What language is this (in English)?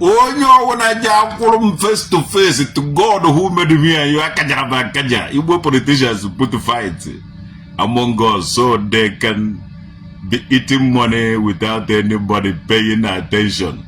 Igbo